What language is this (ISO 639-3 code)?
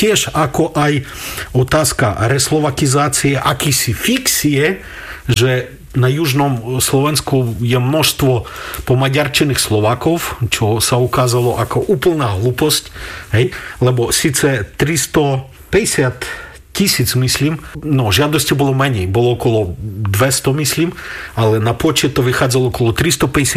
slk